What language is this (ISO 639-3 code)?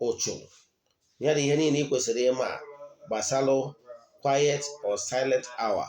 ibo